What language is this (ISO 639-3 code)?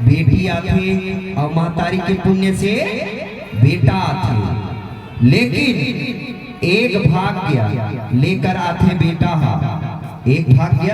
hne